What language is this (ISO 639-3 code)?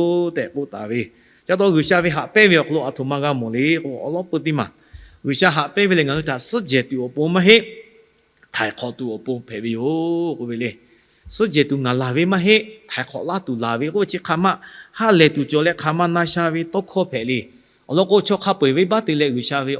lhu